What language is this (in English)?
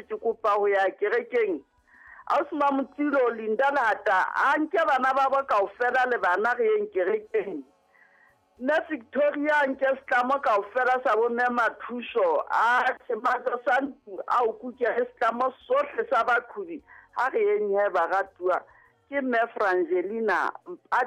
Southern Sotho